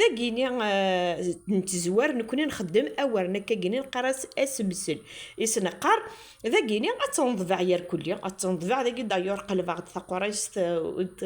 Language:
Kabyle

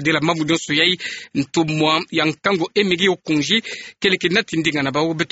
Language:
Kituba (Democratic Republic of Congo)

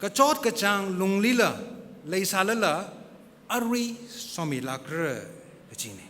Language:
Tangkhul Naga (India)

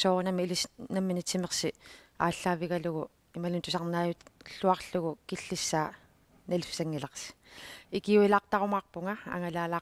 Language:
Kalaallisut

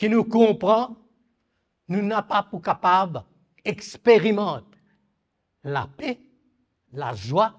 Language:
Morisyen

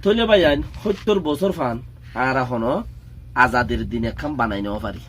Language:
Rohingya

